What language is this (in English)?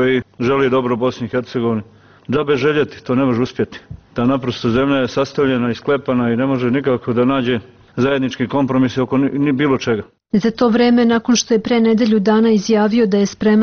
Bosnian